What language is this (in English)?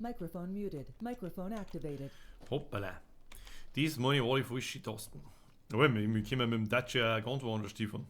Bavarian